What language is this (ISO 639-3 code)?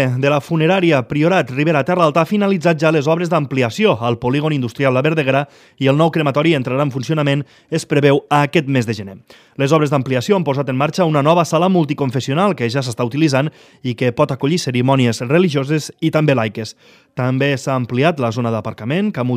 cat